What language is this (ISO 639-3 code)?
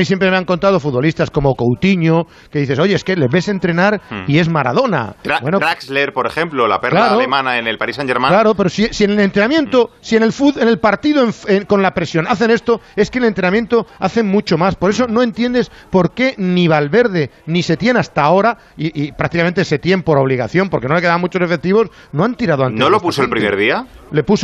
spa